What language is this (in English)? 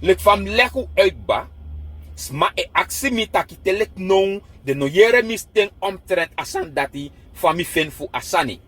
Sranan Tongo